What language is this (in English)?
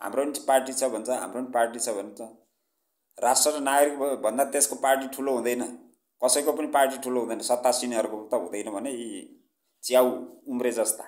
Nepali